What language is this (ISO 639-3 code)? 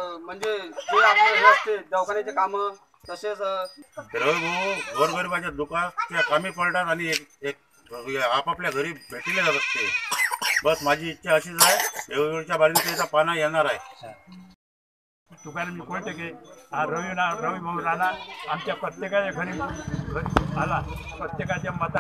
mar